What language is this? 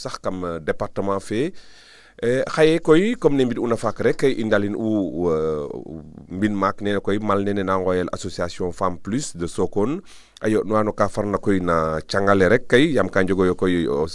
Serer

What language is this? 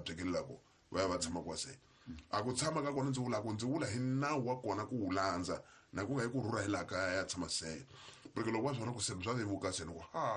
Tsonga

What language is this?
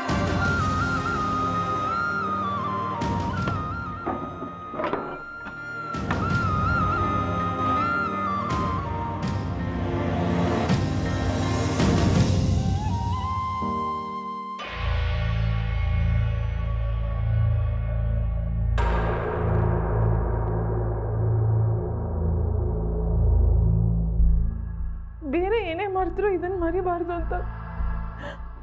Kannada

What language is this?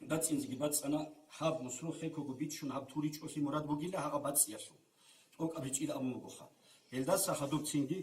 Avaric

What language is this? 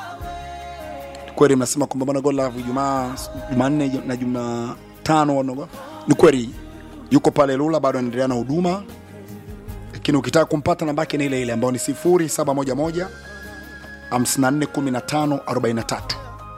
Swahili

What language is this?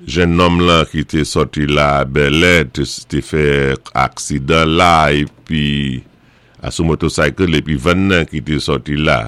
Saint Lucian Creole French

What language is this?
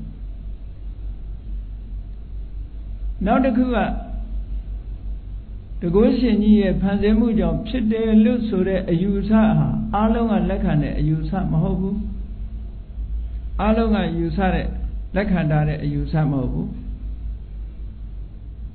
Burmese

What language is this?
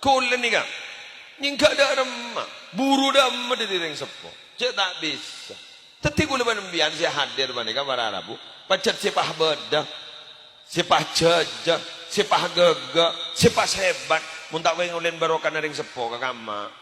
Madurese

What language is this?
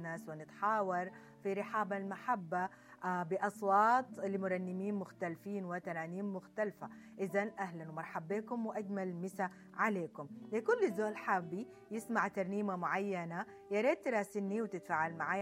Sudanese Arabic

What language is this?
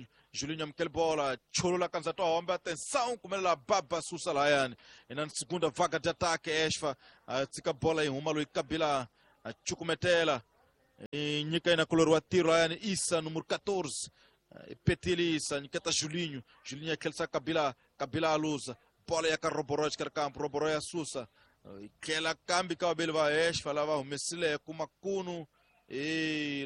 Tsonga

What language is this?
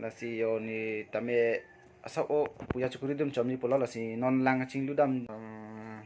Karbi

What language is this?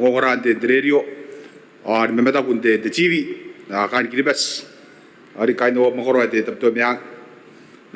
Gilbertese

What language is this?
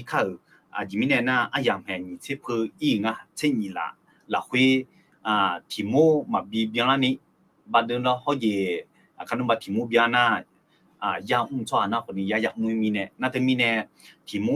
Akha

